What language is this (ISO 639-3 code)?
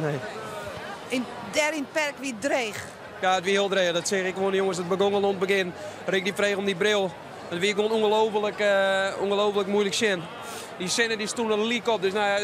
fry